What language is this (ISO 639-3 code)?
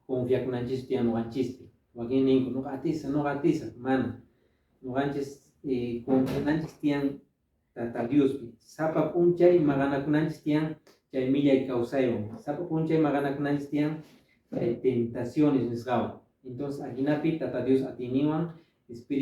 que